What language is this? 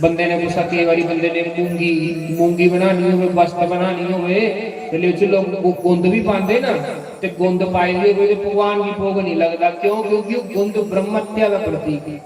Dogri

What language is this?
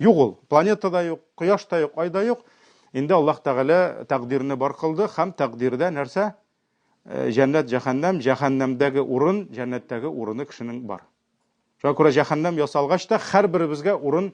Tatar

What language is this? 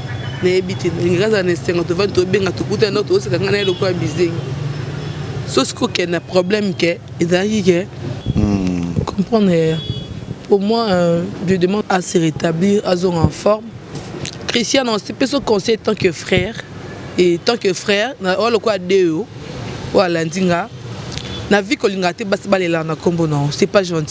Lingala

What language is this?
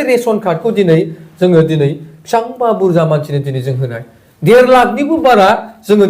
Bodo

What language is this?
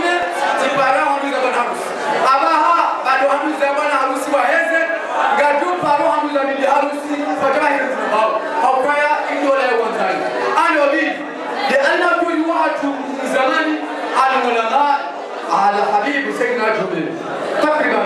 Swahili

